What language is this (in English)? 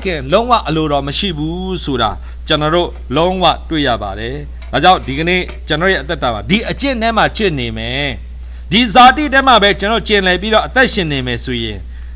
Burmese